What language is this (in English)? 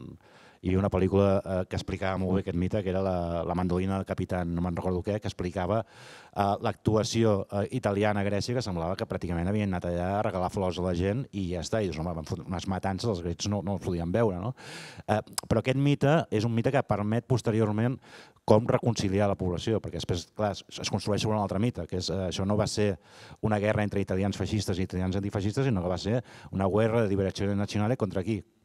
Catalan